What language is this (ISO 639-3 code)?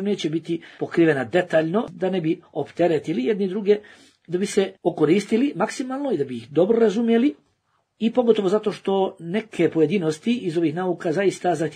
bos